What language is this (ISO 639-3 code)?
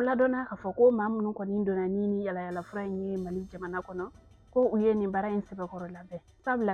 bam